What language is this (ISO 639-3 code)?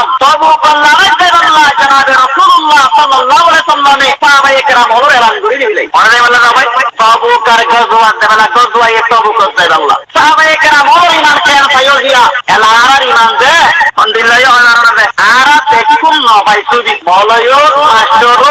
rhg